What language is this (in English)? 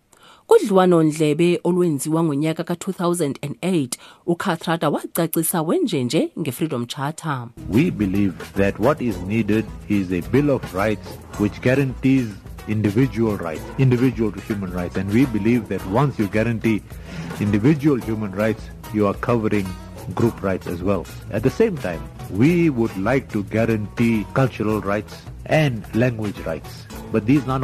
Xhosa